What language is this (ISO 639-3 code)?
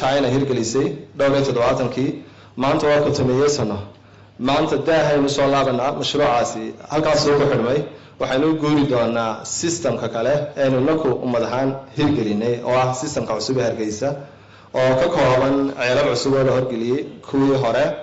som